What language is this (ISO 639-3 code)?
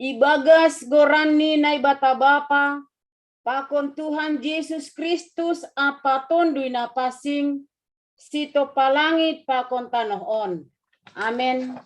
bts